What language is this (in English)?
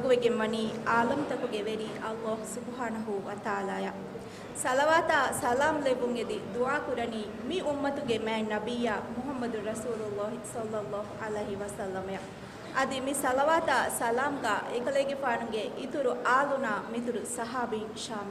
Divehi